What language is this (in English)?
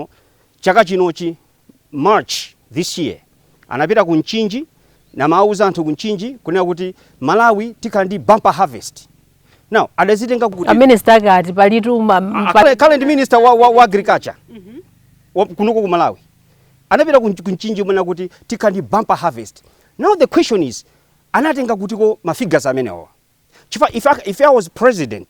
Nyanja